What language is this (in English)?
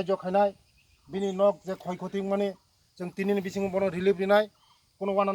Kok Borok